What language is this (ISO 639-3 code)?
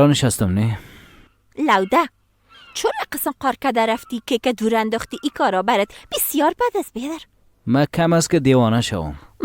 fas